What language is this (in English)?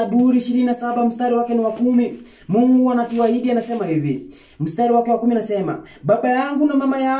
Swahili